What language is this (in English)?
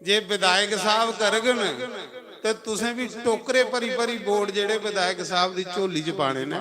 Dogri